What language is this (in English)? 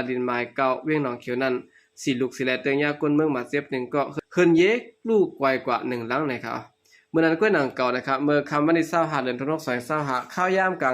Shan